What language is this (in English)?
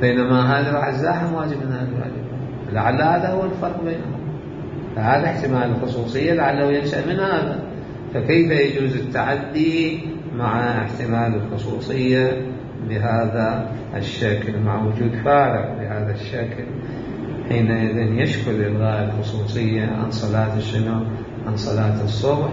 Mesopotamian Arabic